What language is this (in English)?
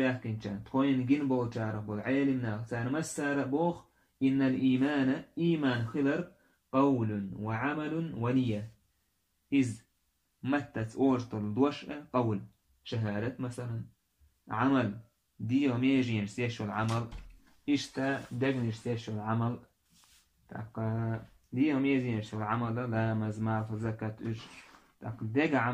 Chechen